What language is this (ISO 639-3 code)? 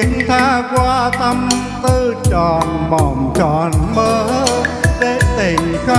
vie